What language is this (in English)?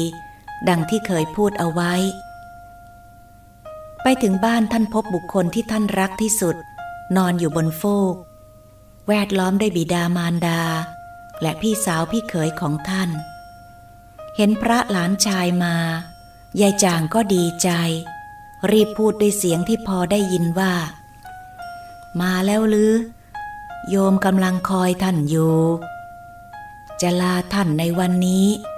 Thai